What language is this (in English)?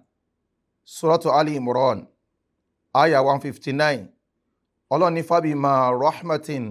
Yoruba